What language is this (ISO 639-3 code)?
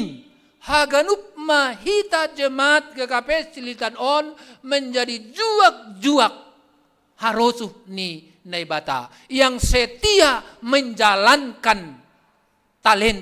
bts